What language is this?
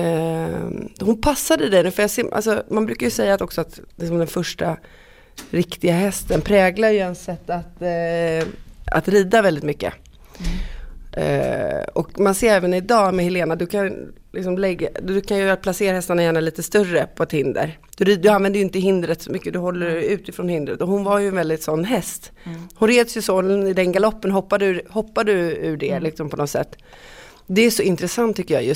Swedish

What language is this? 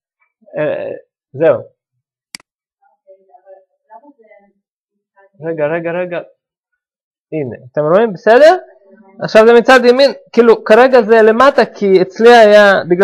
Hebrew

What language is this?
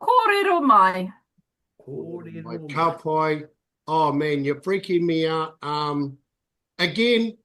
Māori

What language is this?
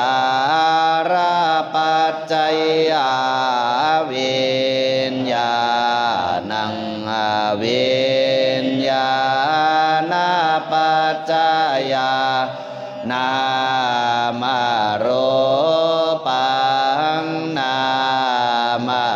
Pali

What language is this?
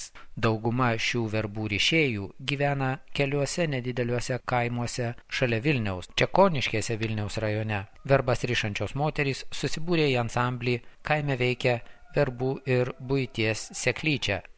Lithuanian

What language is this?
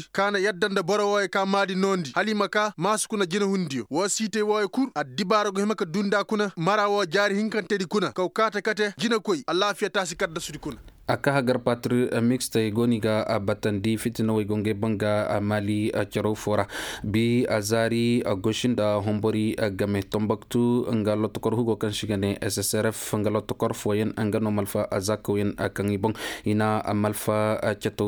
Koyraboro Senni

